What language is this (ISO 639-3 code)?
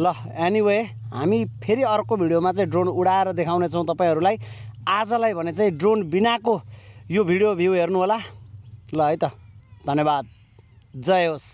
nep